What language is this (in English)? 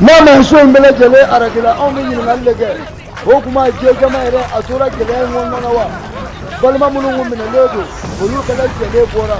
Bambara